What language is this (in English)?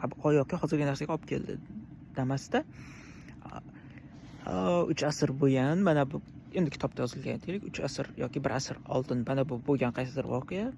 Uzbek